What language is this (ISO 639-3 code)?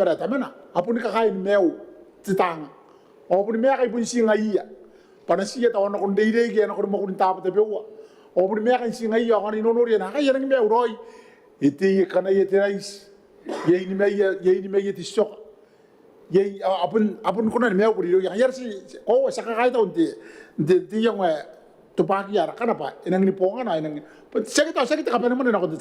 gil